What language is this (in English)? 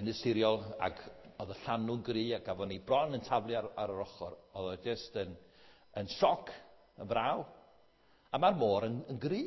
Welsh